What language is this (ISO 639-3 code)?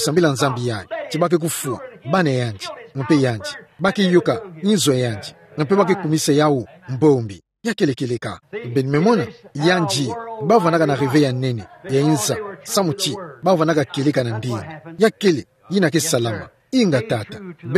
ktu